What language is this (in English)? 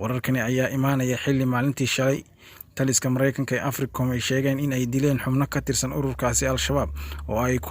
Somali